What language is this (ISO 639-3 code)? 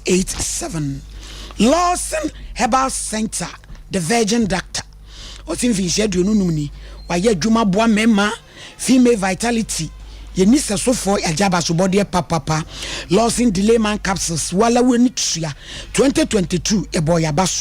aka